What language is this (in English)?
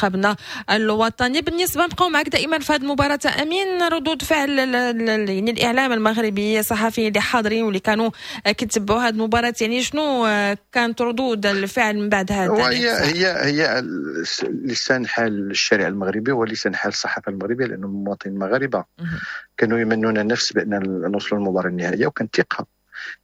Moroccan Arabic